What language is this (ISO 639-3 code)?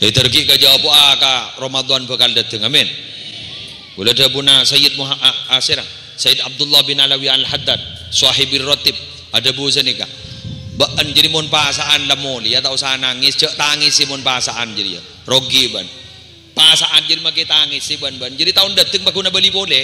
mad